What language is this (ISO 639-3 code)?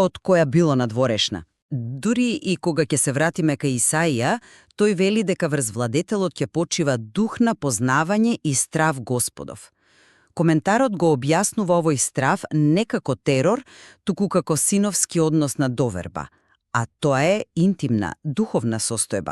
mkd